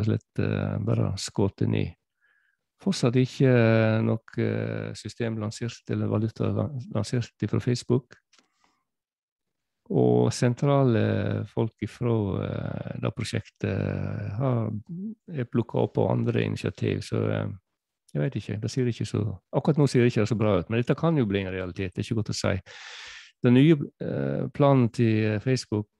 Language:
Norwegian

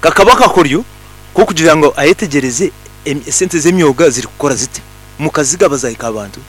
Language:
Nyankole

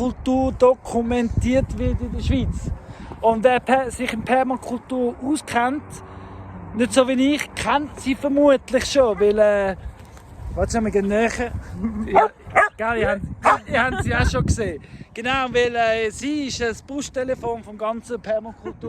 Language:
Swiss German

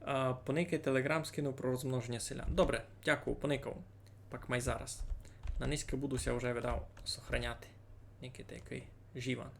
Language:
Rusyn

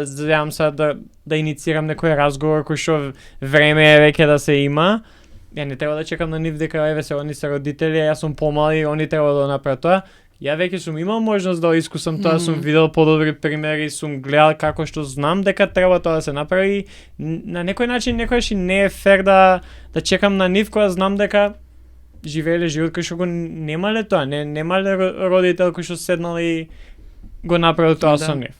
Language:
Macedonian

